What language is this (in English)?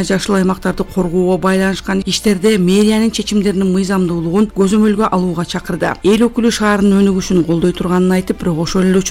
Kyrgyz